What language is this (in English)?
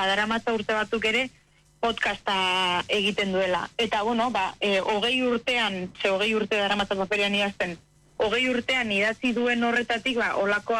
Basque